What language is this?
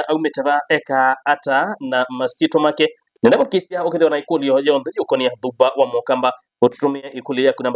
Kamba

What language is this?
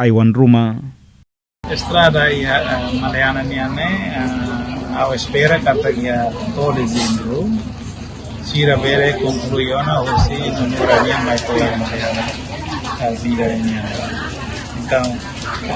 Tetum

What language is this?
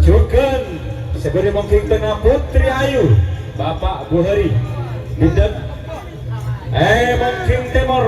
Madurese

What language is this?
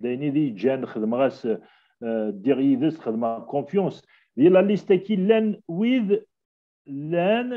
Kabyle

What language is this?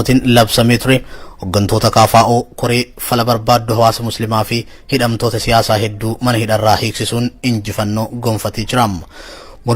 Oromo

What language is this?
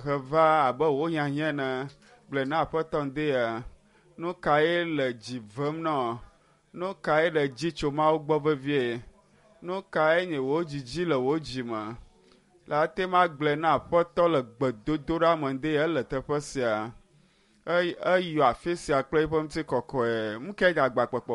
Ewe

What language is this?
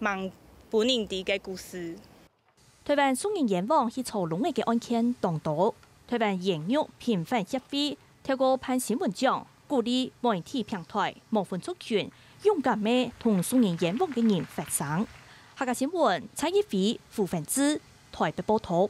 Hakka Chinese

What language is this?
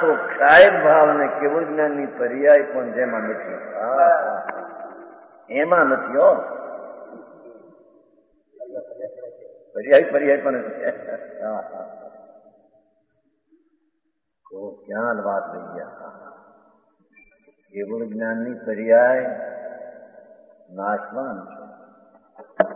Gujarati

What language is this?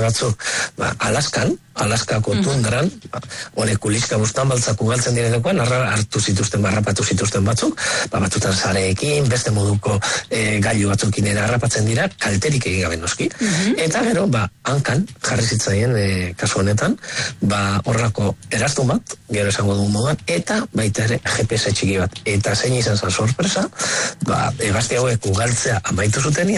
Basque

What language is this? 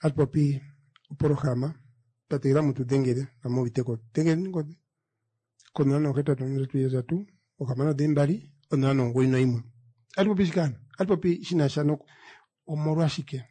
Kuanyama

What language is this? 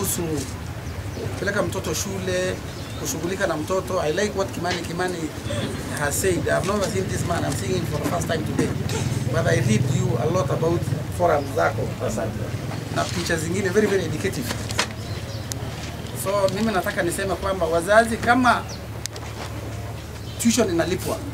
Swahili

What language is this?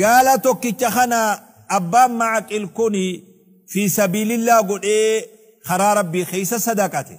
Oromo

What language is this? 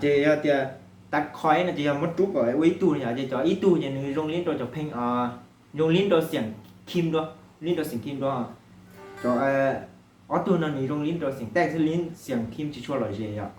Hmong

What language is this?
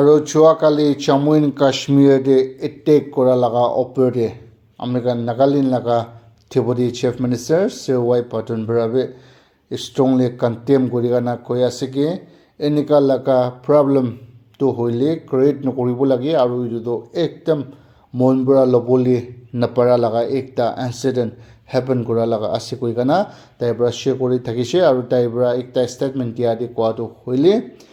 Naga Pidgin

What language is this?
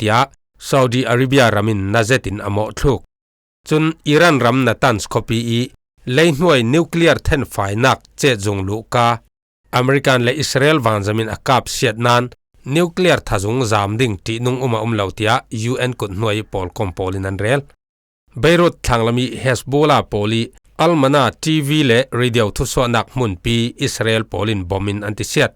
Falam Chin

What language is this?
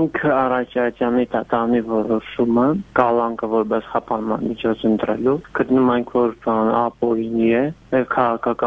Armenian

